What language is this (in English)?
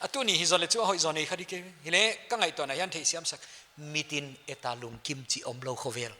Paite Chin